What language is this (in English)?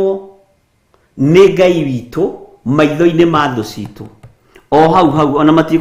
Kikuyu